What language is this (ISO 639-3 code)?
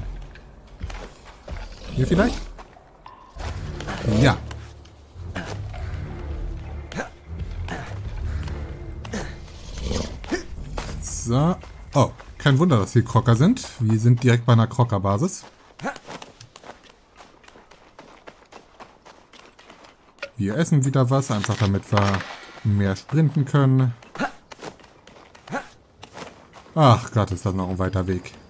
deu